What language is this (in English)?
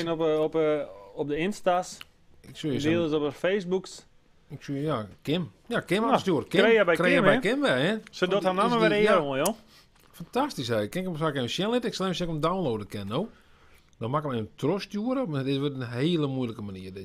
Western Frisian